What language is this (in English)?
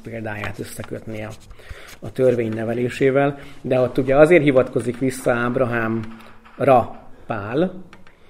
Hungarian